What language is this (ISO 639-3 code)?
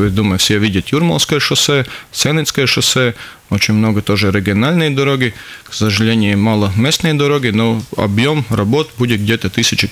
rus